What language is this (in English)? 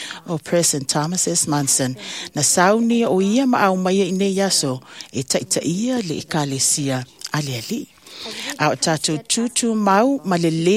Samoan